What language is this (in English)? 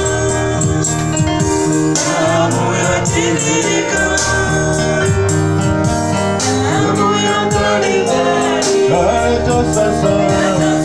Swahili